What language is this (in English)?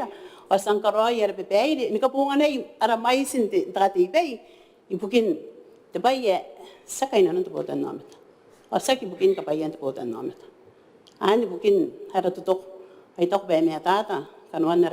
Gilbertese